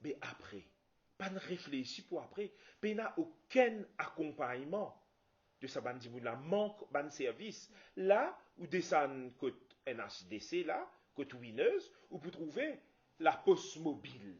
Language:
Morisyen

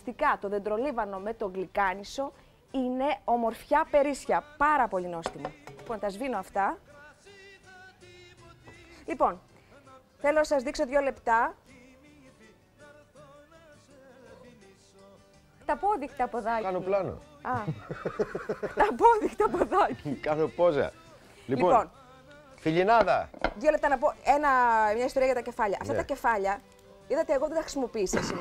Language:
Greek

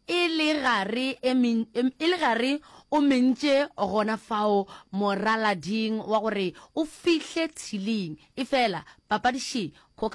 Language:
Northern Sotho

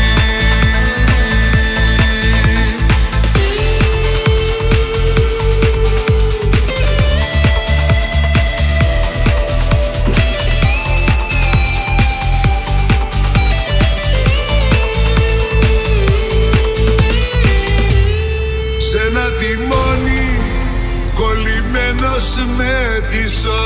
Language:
Greek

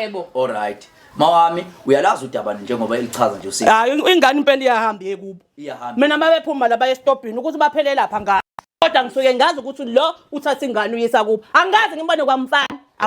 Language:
Zulu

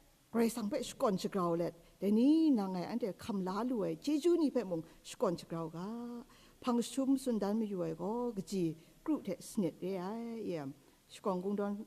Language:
Kachin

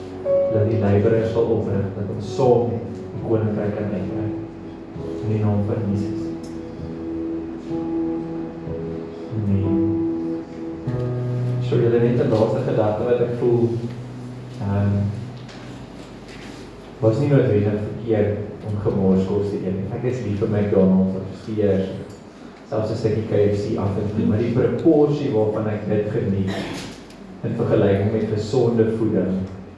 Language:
Afrikaans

